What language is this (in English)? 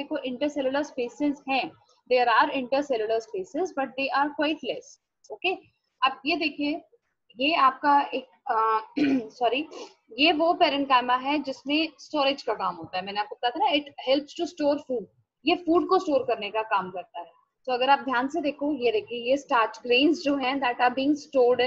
Hindi